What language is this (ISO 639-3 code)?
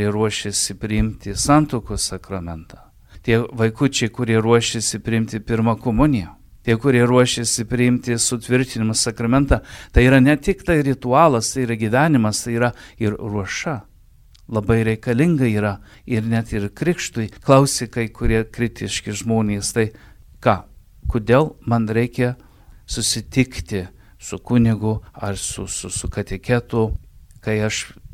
lit